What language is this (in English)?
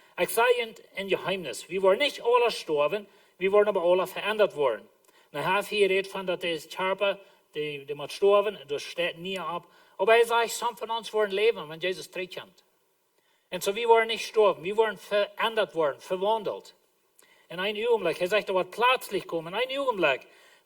Plautdietsch